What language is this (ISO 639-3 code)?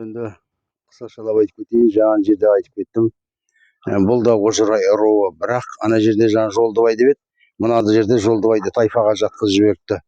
kaz